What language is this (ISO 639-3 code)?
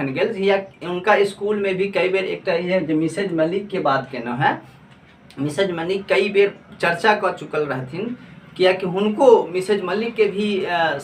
mai